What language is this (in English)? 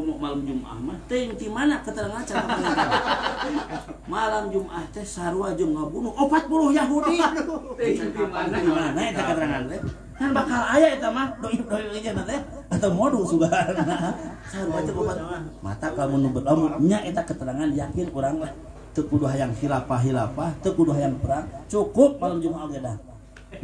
Sundanese